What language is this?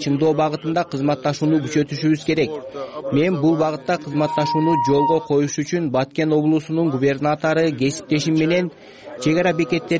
Kyrgyz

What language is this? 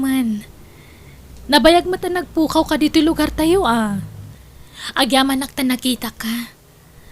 Iloko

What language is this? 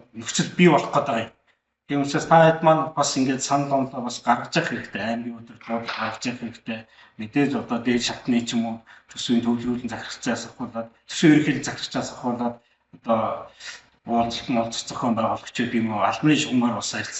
Mongolian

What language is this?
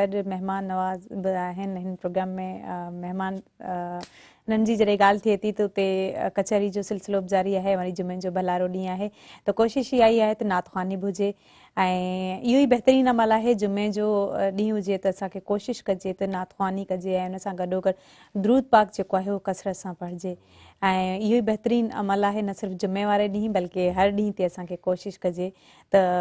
Sindhi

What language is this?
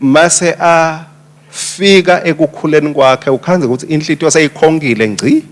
Swati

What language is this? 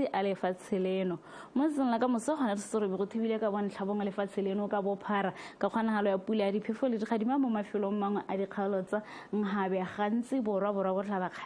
Tswana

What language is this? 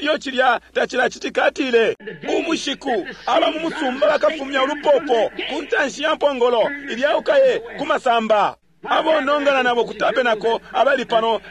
Bemba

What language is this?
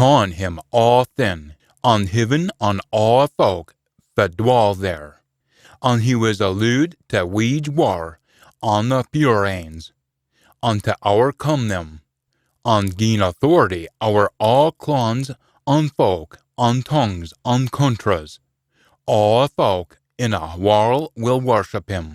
Scots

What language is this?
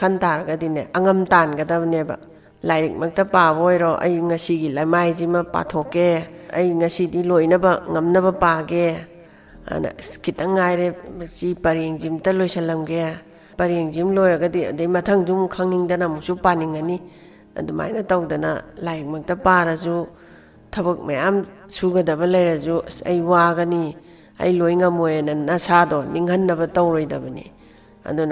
Manipuri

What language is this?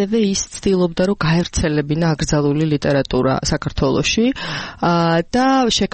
Georgian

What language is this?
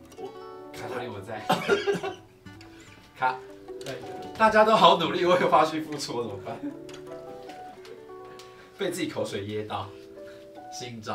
Chinese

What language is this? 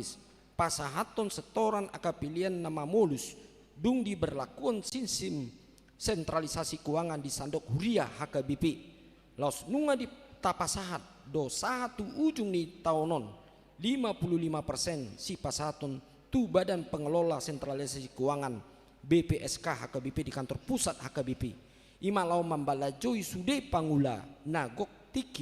Batak Toba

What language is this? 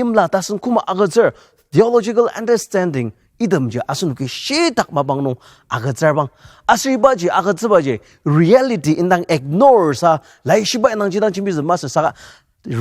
Ao Naga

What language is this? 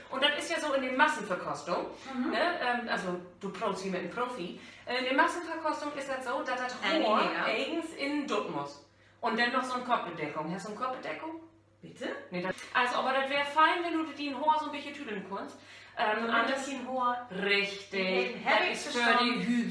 Low German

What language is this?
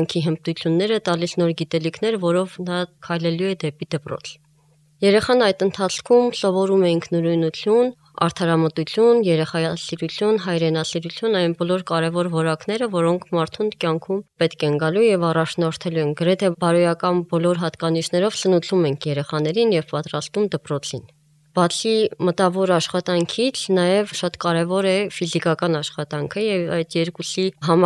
Armenian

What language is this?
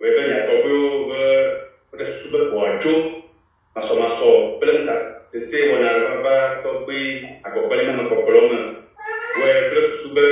Ewe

